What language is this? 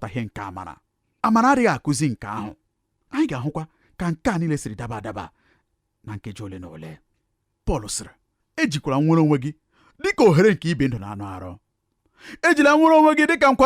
Igbo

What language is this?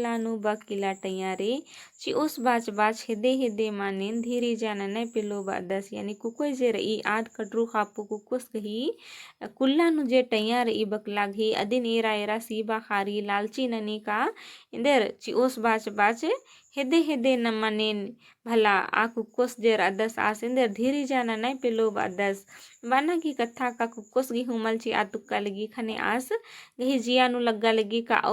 Kurukh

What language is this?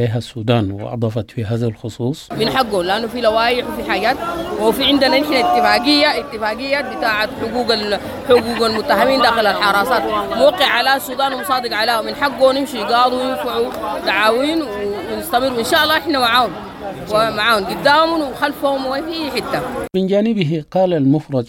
Sudanese Arabic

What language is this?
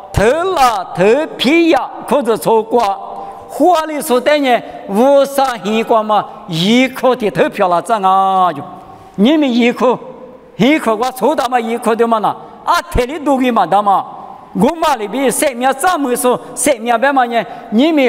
Lisu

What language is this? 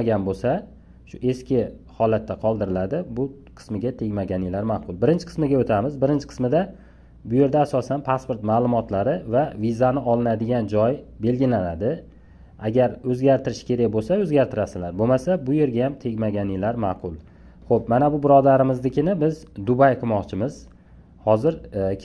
Uzbek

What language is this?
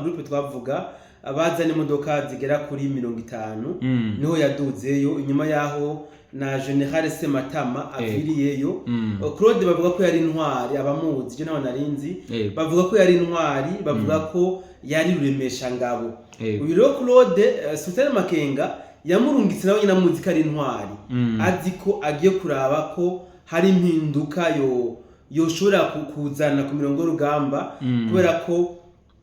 Rundi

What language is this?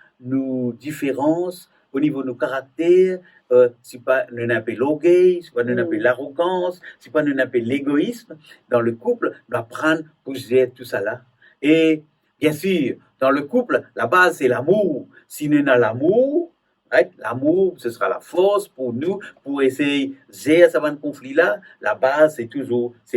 Morisyen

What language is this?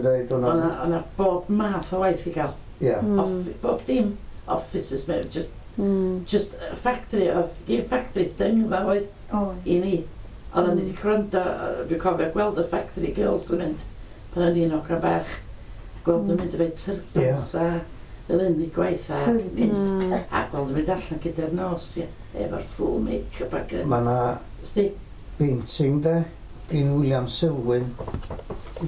Welsh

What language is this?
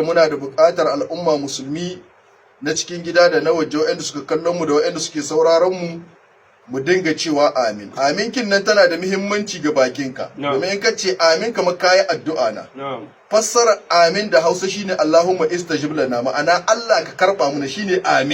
Hausa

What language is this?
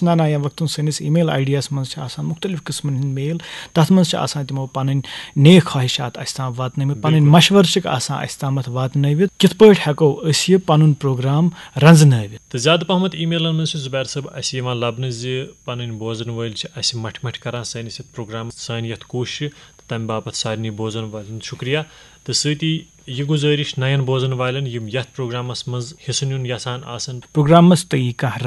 Kashmiri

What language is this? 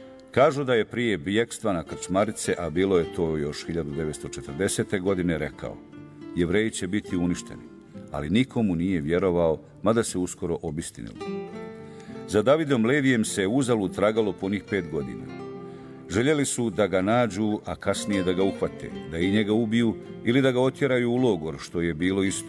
Bosnian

